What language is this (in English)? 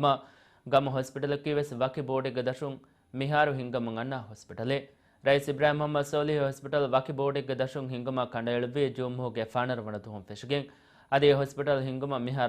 Divehi